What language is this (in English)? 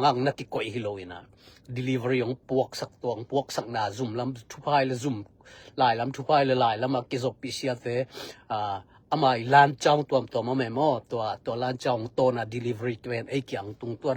Tedim Chin